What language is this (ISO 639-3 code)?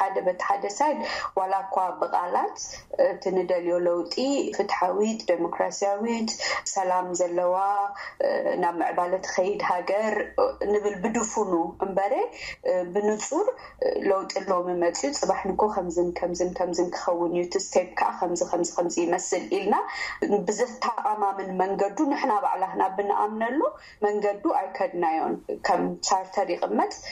tir